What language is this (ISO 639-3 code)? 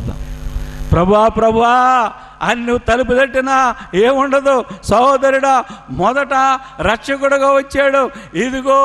tel